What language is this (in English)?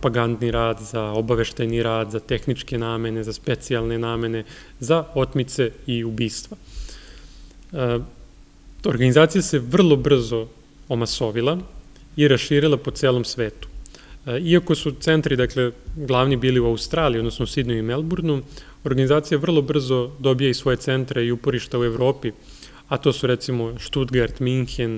Serbian